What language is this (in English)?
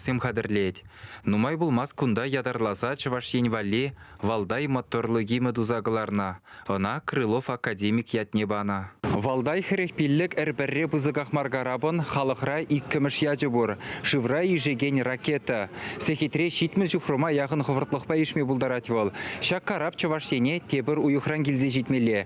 Chuvash